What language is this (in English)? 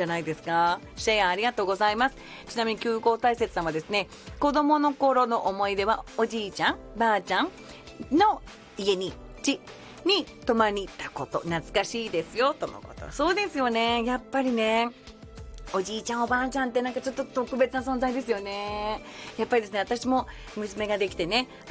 Japanese